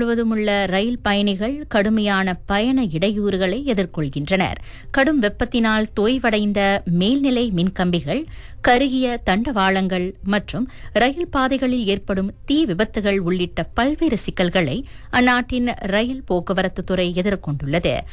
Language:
Tamil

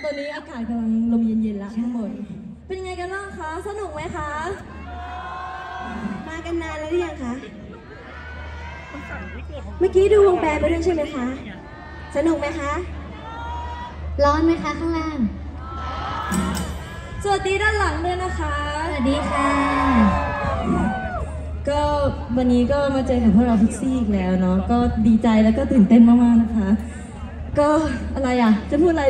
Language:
Thai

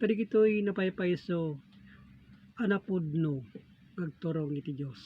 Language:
Iloko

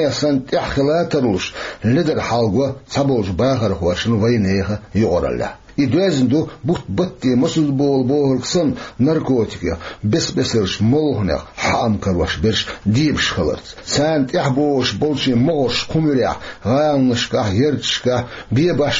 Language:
Chechen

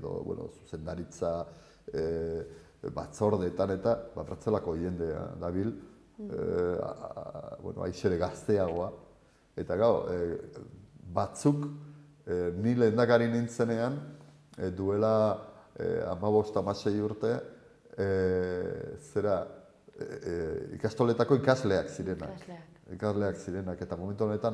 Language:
Basque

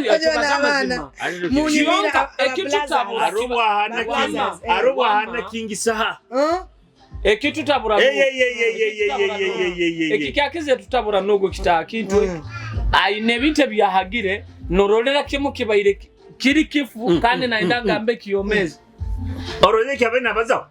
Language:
Nyoro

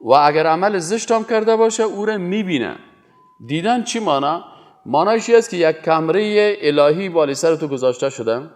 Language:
Persian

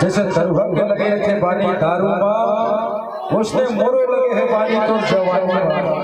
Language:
Chhattisgarhi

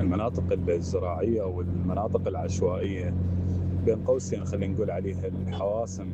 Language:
Mesopotamian Arabic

